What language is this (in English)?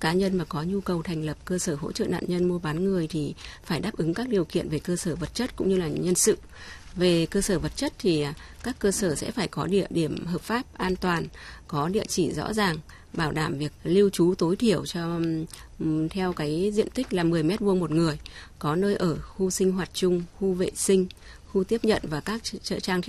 Vietnamese